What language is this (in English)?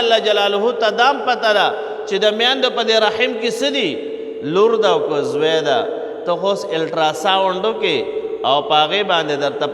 Pashto